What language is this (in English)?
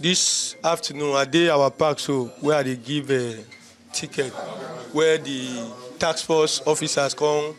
Nigerian Pidgin